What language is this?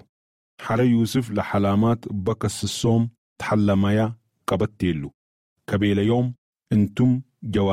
Sudanese Arabic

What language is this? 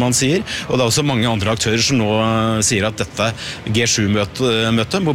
Norwegian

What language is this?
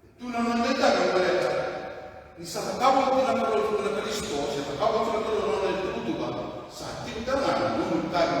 Fijian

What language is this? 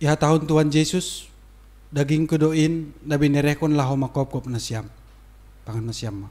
Batak Simalungun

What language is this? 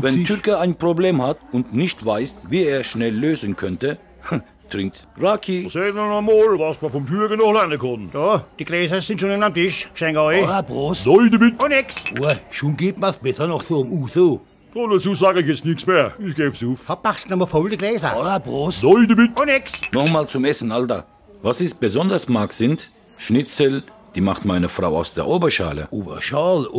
Palatine German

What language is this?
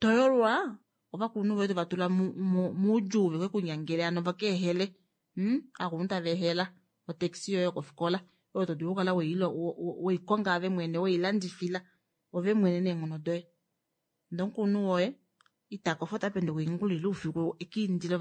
Kuanyama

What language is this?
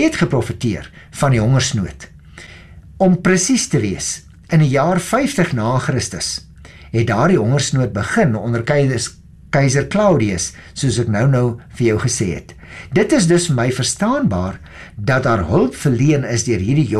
Afrikaans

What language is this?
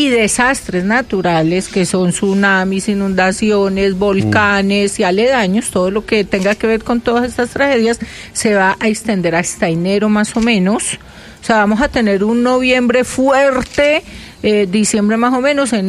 Spanish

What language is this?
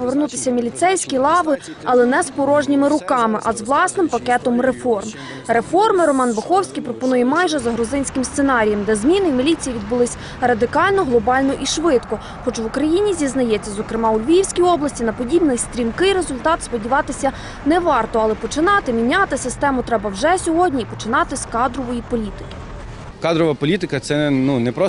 Ukrainian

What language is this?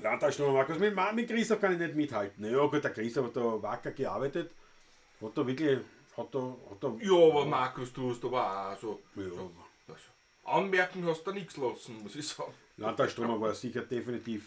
Bavarian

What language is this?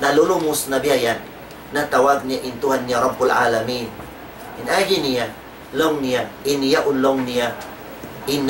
Tausug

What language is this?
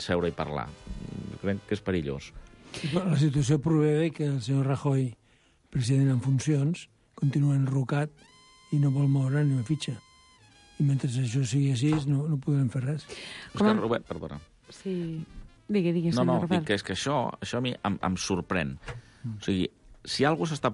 Catalan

